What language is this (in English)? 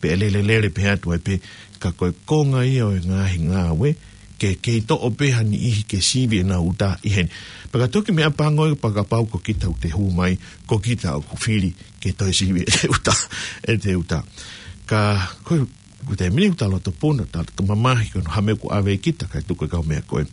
Tongan